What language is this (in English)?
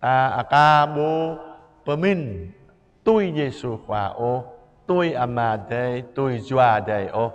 Jarai